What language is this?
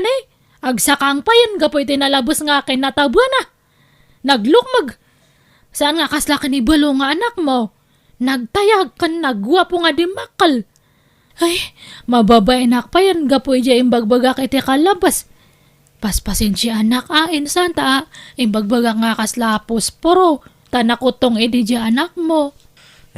Iloko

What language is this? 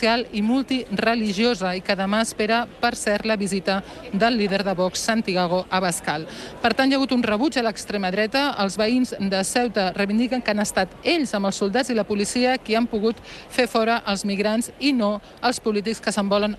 Catalan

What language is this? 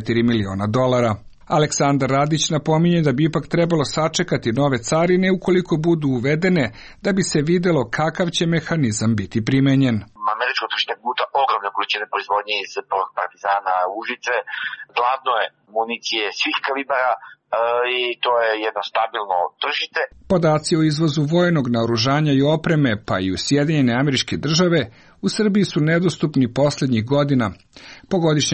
Serbian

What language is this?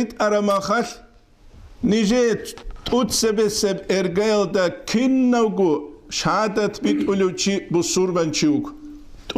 Avaric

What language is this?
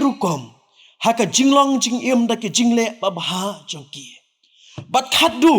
Khasi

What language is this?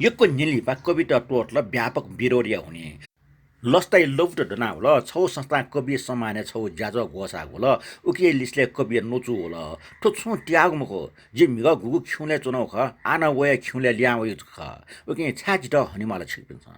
Newari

